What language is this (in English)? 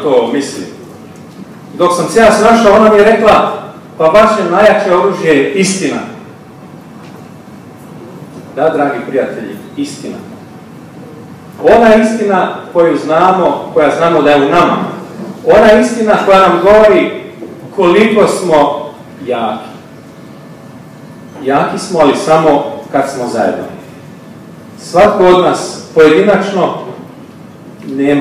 Croatian